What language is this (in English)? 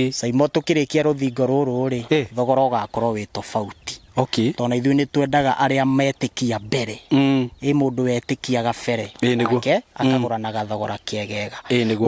Kikuyu